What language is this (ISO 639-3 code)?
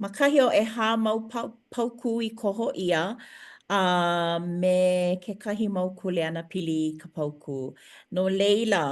haw